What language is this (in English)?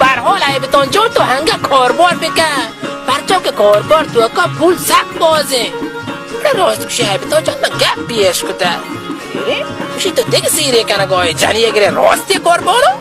Baluchi